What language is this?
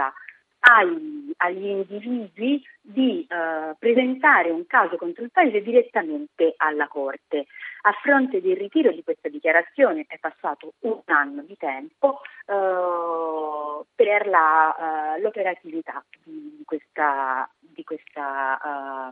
Italian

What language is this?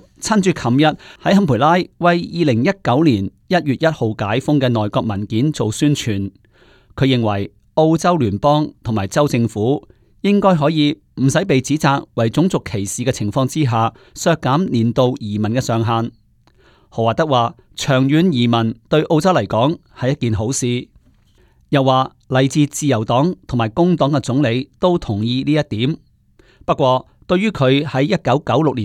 Cantonese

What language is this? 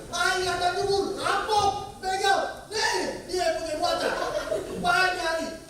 Betawi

